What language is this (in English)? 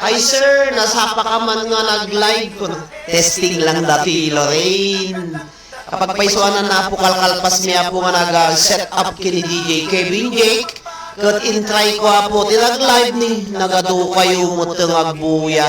Iloko